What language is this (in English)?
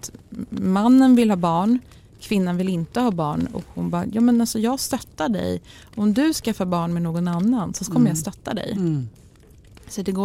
Swedish